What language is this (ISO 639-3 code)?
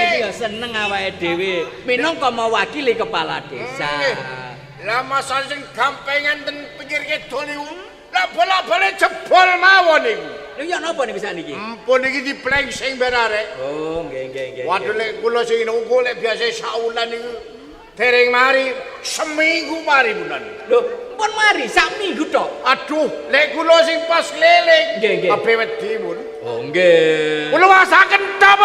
jav